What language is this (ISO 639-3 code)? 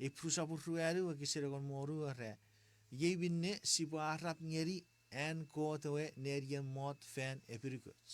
chk